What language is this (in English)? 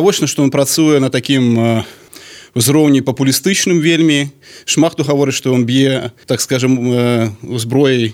Belarusian